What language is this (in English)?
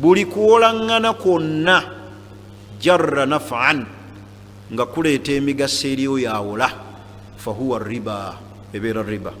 Ganda